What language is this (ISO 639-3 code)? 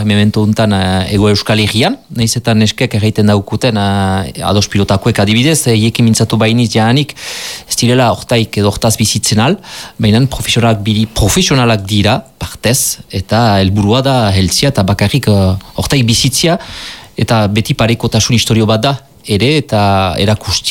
eus